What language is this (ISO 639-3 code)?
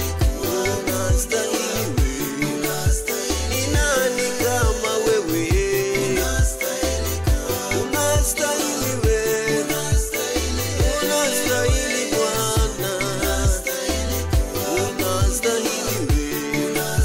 swa